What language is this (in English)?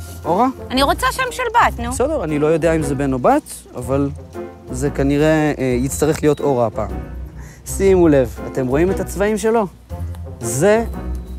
Hebrew